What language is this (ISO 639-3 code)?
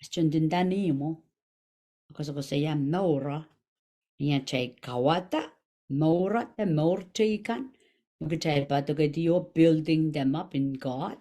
pon